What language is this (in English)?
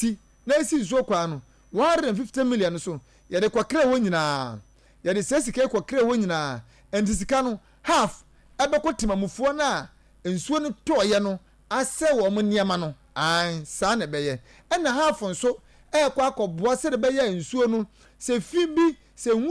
Akan